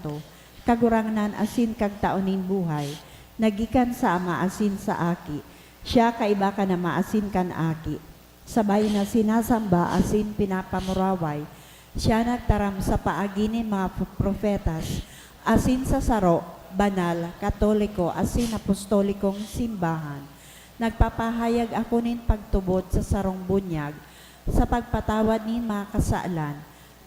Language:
Bikol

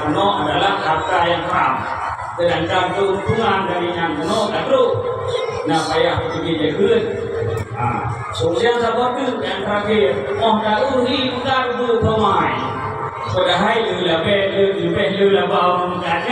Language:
Achinese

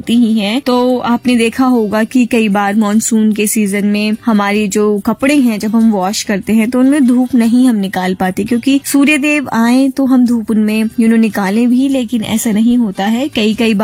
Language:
Hindi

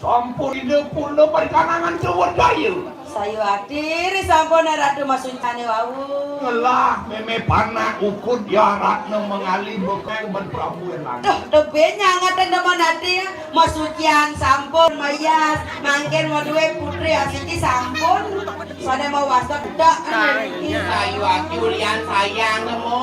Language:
Balinese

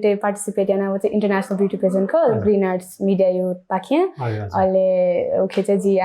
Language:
Newari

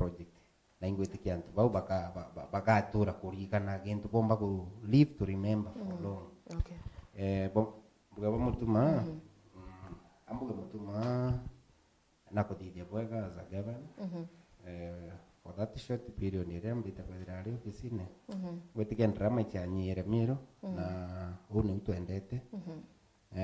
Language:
Meru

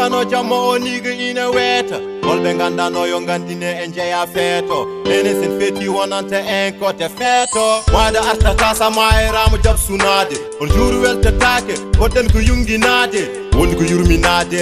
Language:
Fula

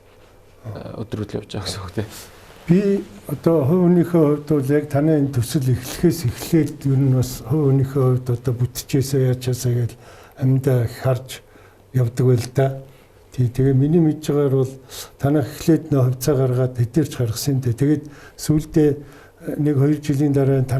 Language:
Mongolian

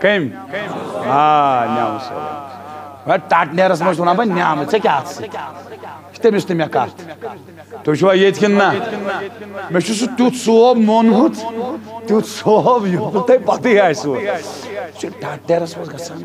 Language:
Kashmiri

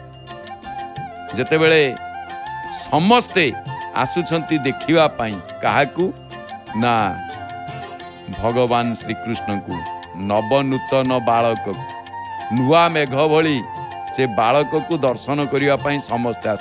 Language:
Odia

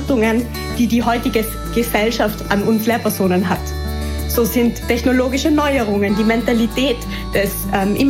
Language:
German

